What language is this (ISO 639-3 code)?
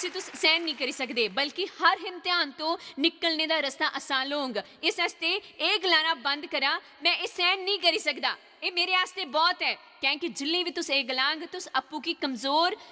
doi